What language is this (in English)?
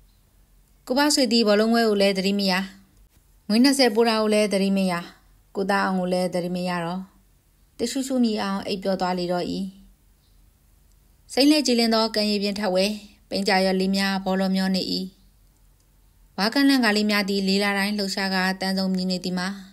Burmese